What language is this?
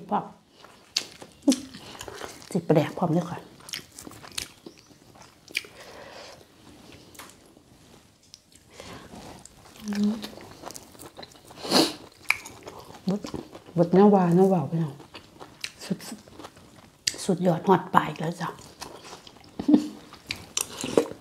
Thai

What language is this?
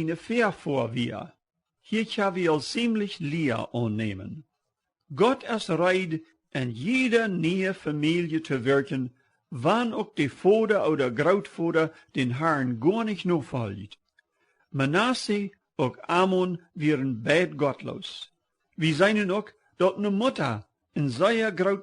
Plautdietsch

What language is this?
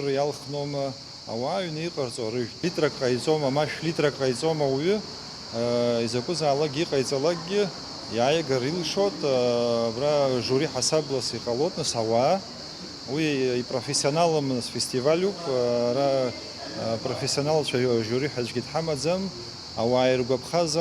Abkhazian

